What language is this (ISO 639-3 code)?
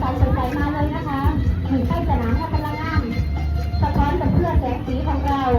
lao